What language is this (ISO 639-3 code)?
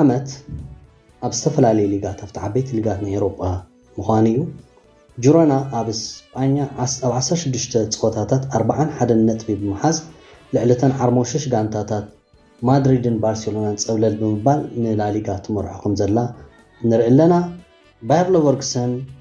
tir